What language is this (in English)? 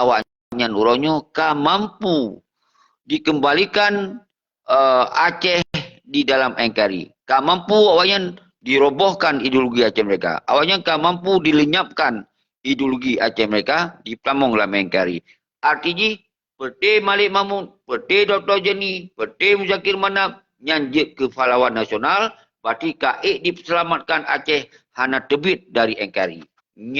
Achinese